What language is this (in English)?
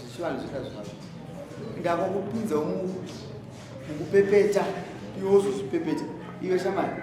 Shona